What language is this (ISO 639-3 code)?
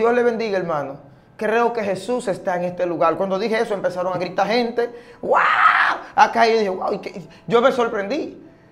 spa